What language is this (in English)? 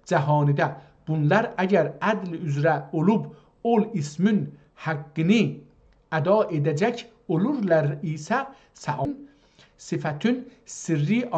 South Azerbaijani